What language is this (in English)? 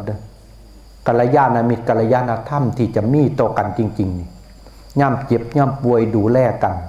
Northeastern Thai